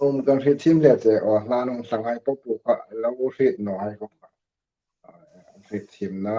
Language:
Hmar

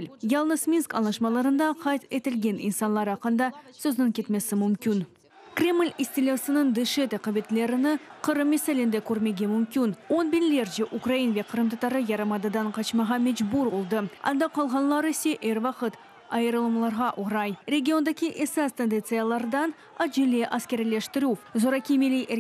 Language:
Crimean Tatar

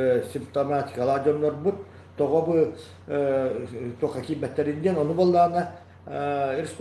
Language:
Yakut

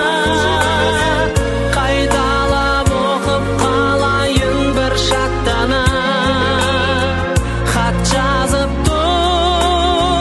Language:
Kazakh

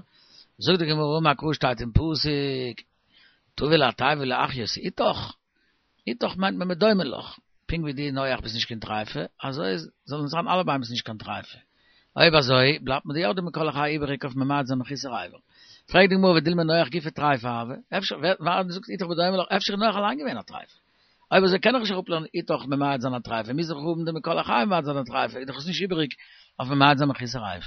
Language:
Yiddish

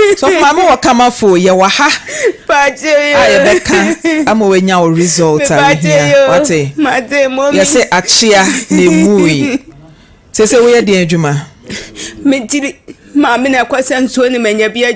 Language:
Akan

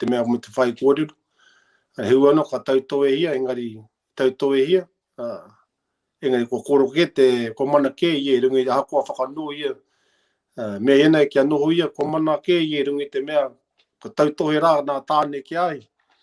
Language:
Māori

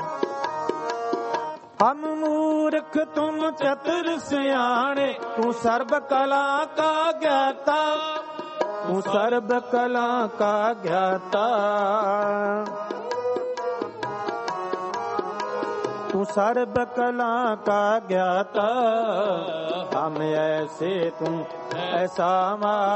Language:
Punjabi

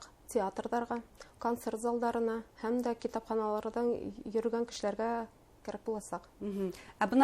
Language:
Bashkir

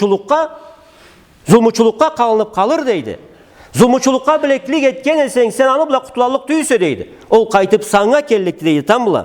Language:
Karachay-Balkar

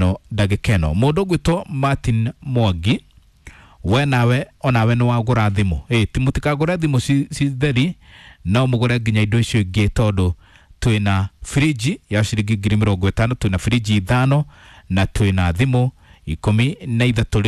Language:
Kikuyu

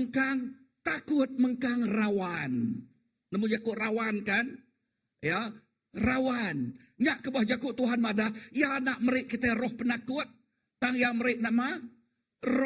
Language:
Iban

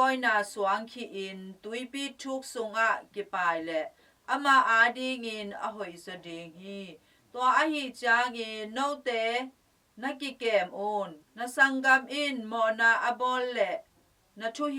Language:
Tedim Chin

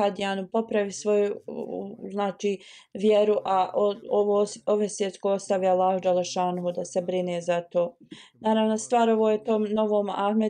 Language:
Bosnian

